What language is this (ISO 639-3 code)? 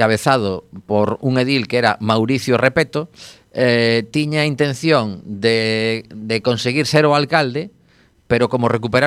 glg